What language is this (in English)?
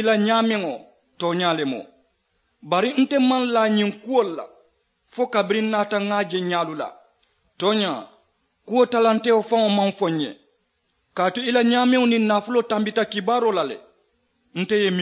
Mandingo